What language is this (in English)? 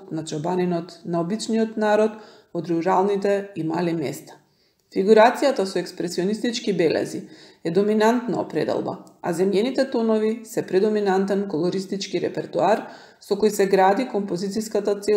Macedonian